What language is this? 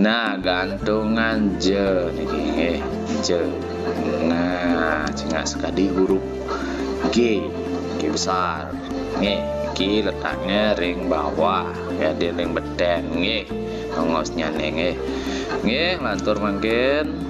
Balinese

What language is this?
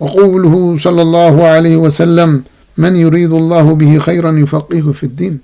Tigrinya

